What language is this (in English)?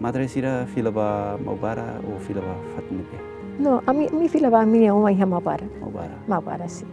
Tetum